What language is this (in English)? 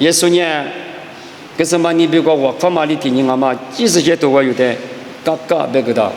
Lisu